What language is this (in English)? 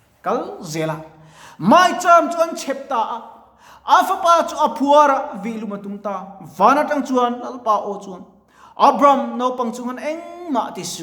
Mizo